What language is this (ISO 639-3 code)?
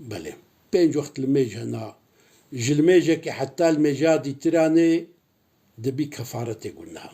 kur